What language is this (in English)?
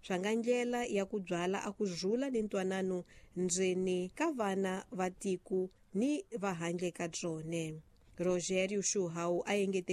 Tsonga